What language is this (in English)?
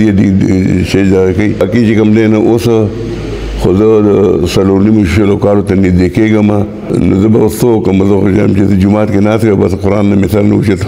Pashto